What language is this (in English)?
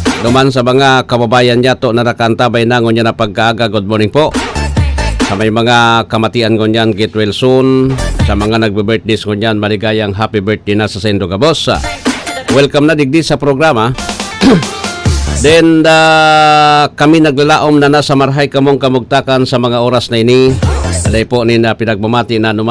Bikol